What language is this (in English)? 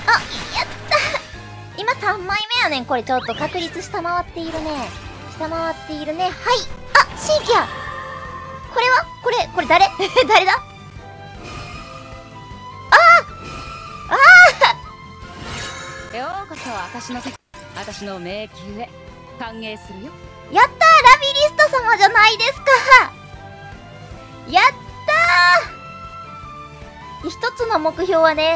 Japanese